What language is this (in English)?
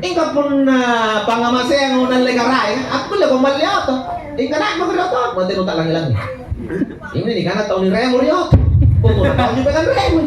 Makasar